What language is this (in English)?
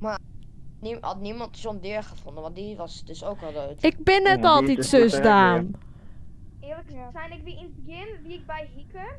Western Frisian